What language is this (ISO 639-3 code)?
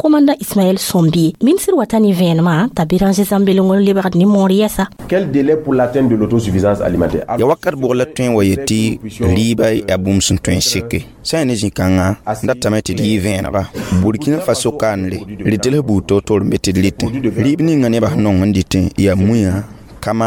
mos